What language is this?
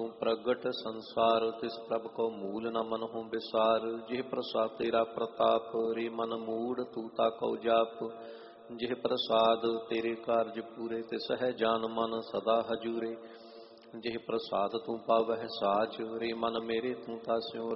Punjabi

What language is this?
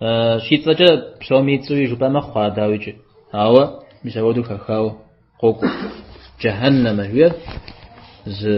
Kabardian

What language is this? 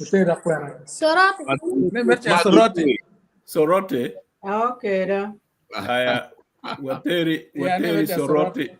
Acoli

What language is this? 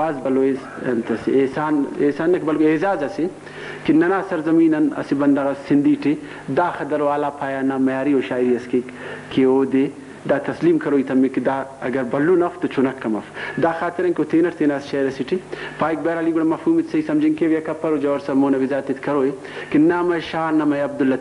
Brahui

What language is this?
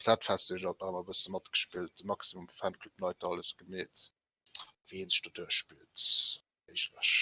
Luxembourgish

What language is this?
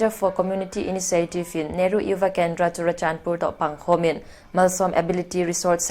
Paite Chin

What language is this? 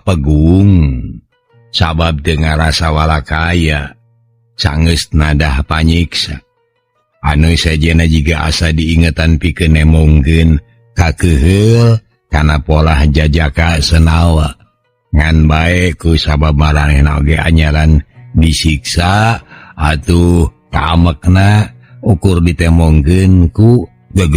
Sundanese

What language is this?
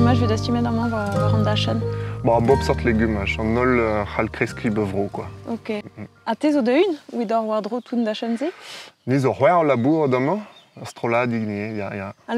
Breton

